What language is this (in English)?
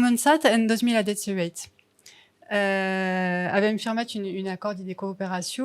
Occitan